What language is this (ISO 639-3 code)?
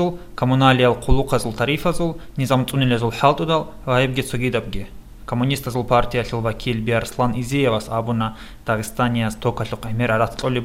ava